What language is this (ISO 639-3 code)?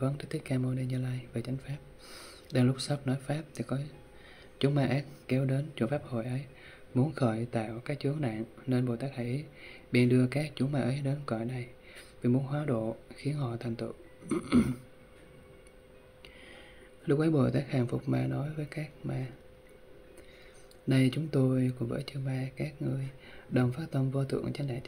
vie